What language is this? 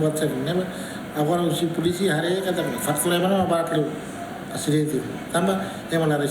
Tetum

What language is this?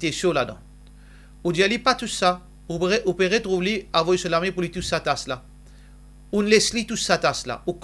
Morisyen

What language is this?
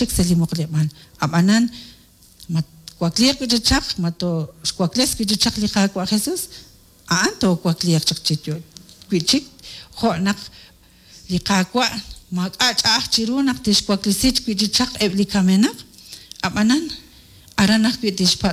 Kekchí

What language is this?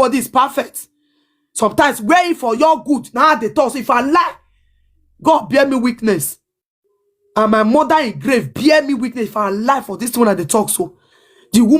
Nigerian Pidgin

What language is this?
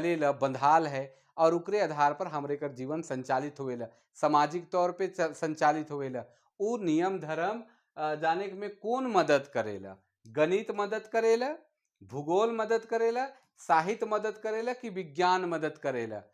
Sadri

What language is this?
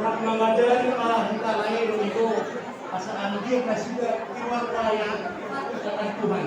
Batak Toba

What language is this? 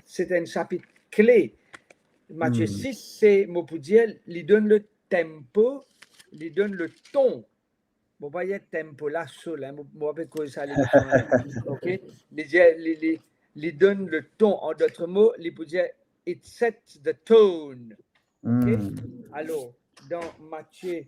Morisyen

